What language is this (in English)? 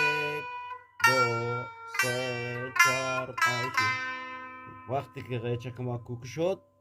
Eastern Balochi